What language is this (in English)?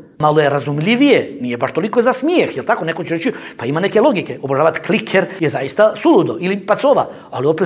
Bosnian